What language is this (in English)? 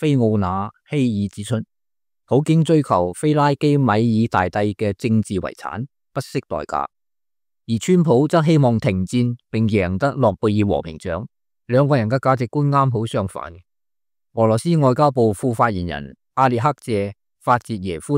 Cantonese